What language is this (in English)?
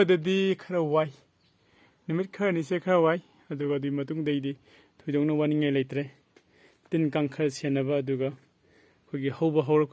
Manipuri